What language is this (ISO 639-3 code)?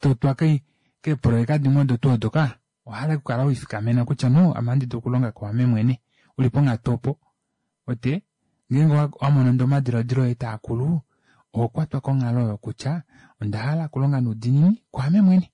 kua